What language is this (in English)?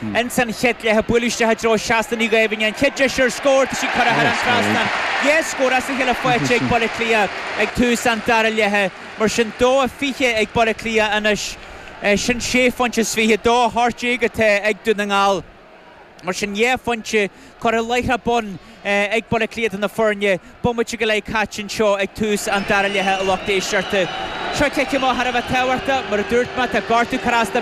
Irish